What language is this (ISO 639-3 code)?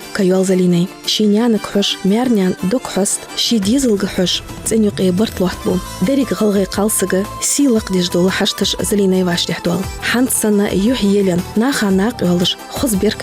inh